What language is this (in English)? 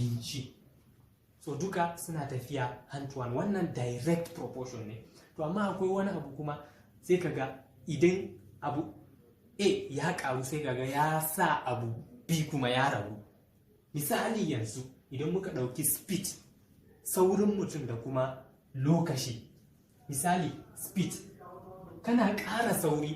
Hausa